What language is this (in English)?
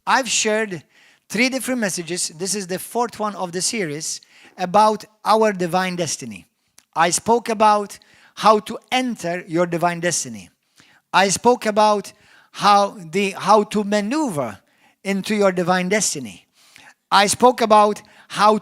English